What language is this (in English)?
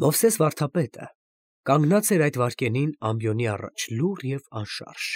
Armenian